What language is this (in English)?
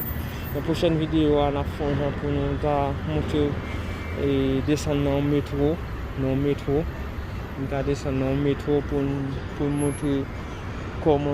Haitian Creole